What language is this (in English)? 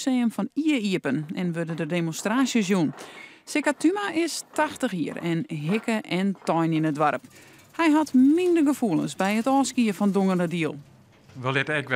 Western Frisian